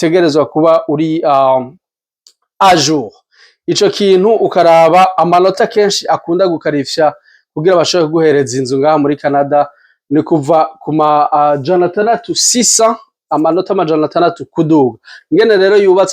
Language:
Rundi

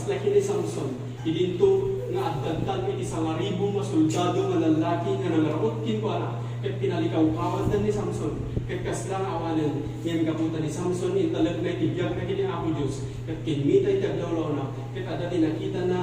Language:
Iloko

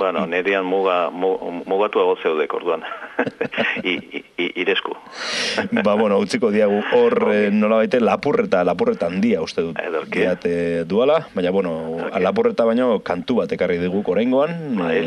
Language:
Basque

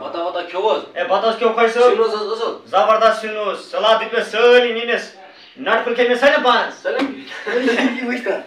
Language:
Kashmiri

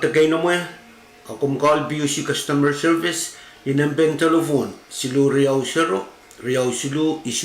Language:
Pohnpeian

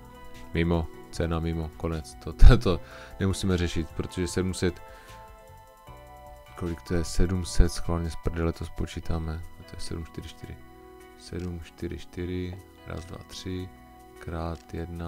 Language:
Czech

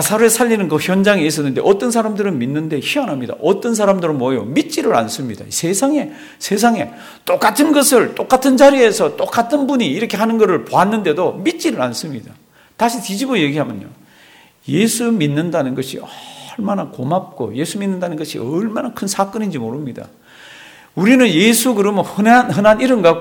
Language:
Korean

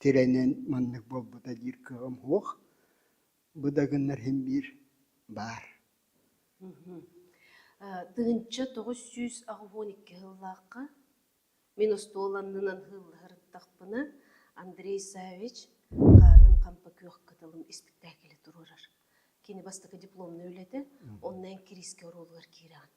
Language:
Yakut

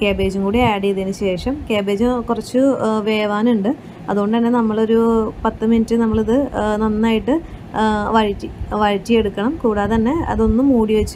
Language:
Malayalam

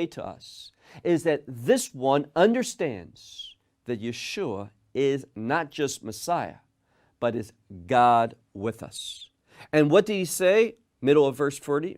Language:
English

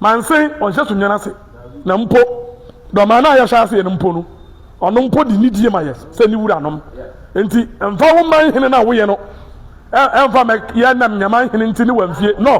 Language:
Akan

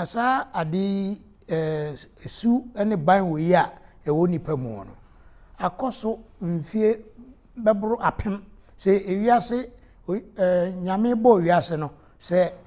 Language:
Akan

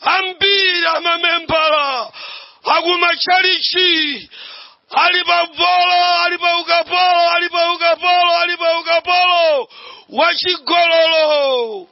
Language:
Nyanja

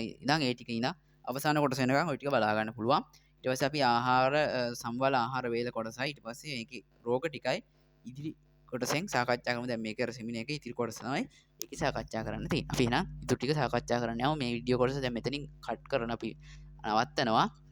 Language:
Sinhala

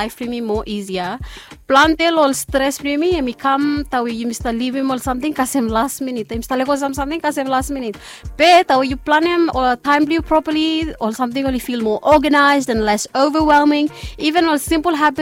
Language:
Bislama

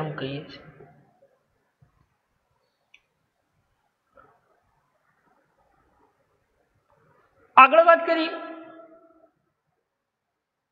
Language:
Gujarati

